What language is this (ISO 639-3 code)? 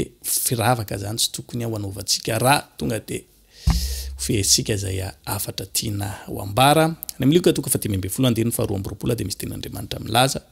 mlg